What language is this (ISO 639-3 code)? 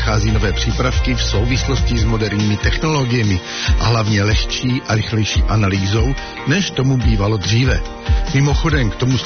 ces